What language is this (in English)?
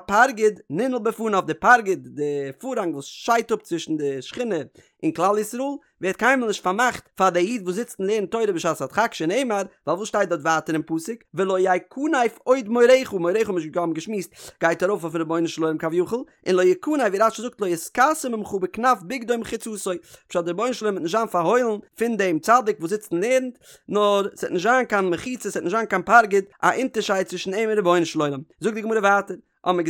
Yiddish